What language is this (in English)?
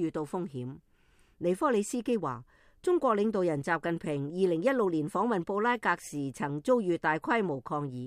Cantonese